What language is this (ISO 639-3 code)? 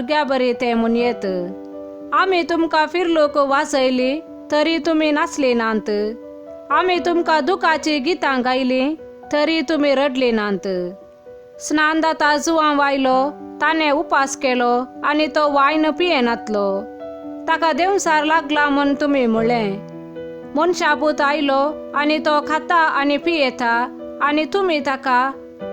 kok